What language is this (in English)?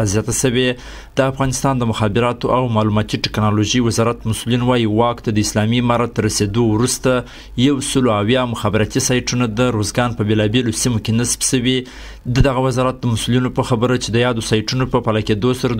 Pashto